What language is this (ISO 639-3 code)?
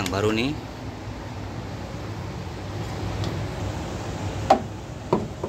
ind